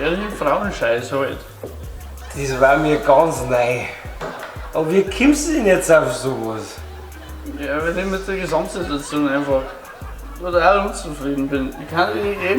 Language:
Bavarian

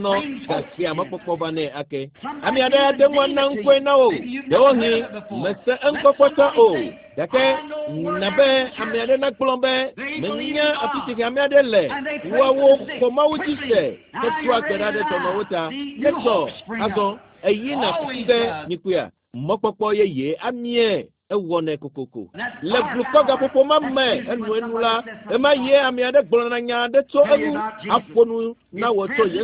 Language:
Ewe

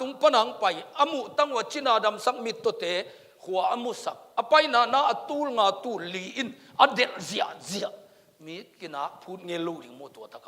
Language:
Tedim Chin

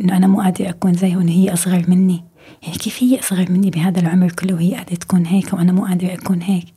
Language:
North Levantine Arabic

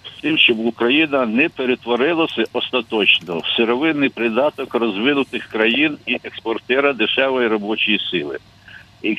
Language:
Ukrainian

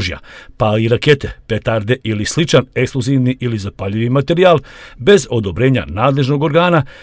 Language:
Bosnian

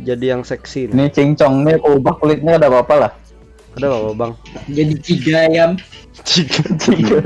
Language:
Banjar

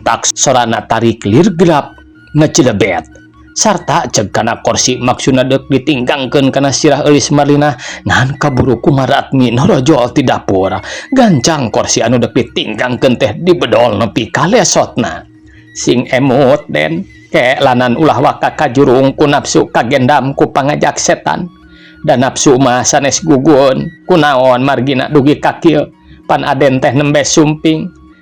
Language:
Sundanese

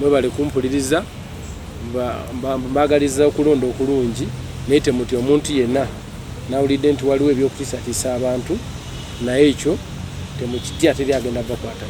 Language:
Ganda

